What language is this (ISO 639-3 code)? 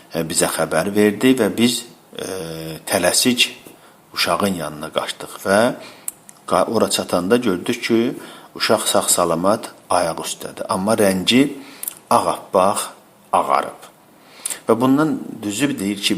aze